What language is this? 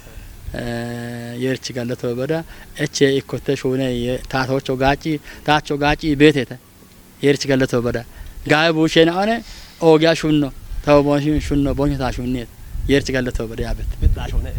Kafa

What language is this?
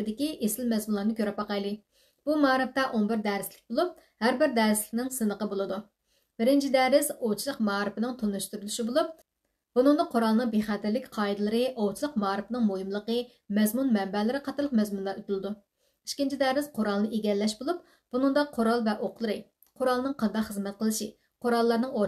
Uyghur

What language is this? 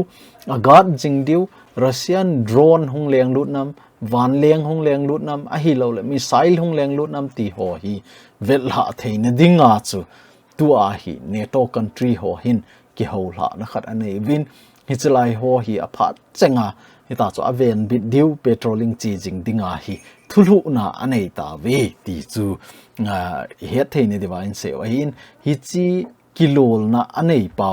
Thado Chin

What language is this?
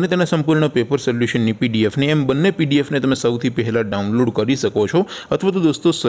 Gujarati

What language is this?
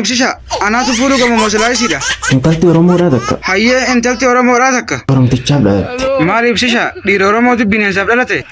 Oromo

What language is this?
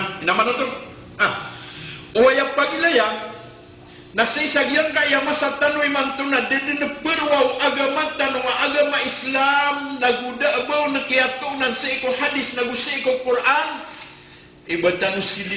Maranao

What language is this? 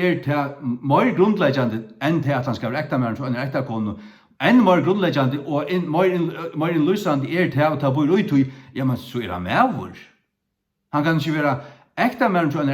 Faroese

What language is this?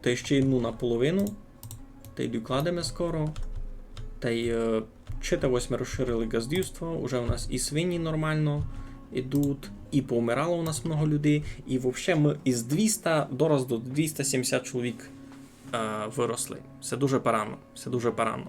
Rusyn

